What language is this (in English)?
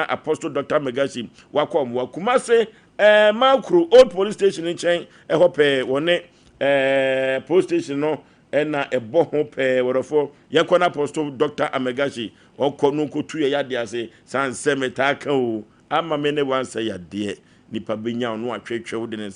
Akan